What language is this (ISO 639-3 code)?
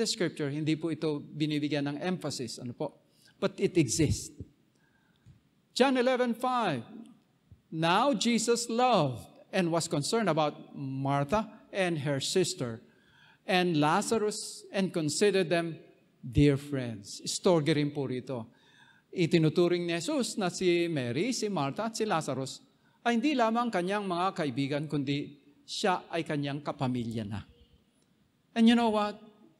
fil